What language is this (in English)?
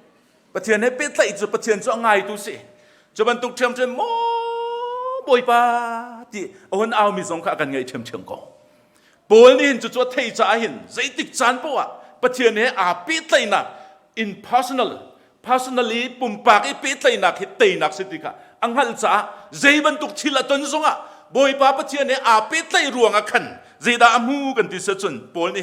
Hakha Chin